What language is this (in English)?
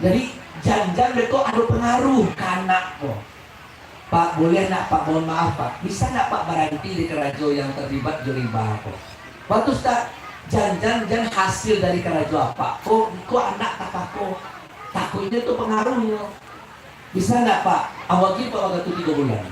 Minangkabau